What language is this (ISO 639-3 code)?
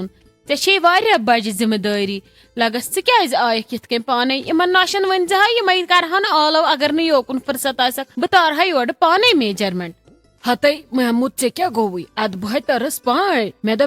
kas